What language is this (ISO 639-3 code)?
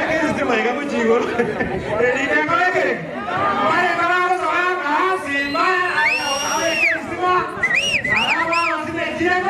guz